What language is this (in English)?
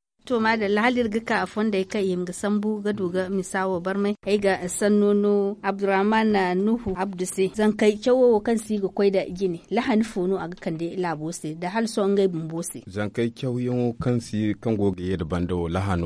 Zarma